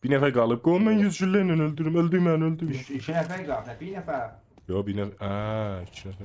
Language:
South Azerbaijani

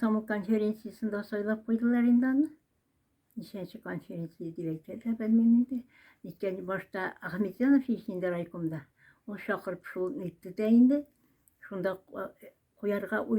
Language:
Tatar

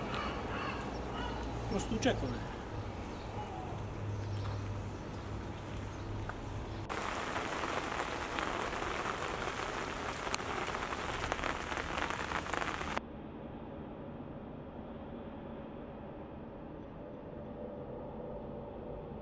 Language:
Bulgarian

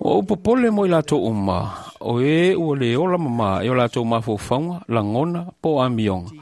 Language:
Samoan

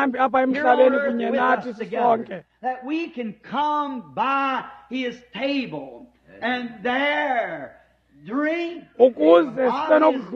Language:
Xhosa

